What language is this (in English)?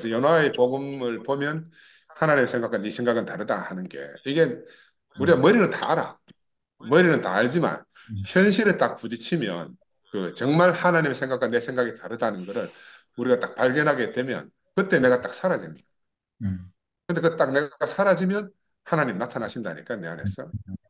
Korean